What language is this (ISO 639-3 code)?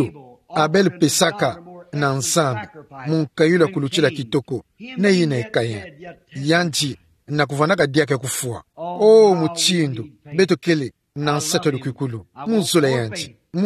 ktu